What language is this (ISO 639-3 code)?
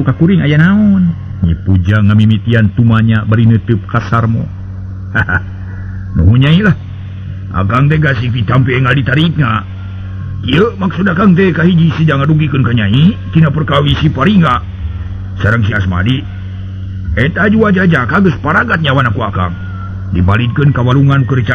sun